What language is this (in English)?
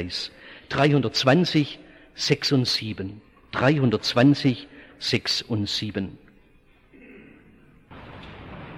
German